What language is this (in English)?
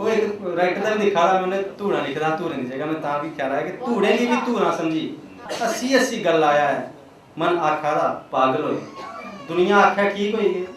Dogri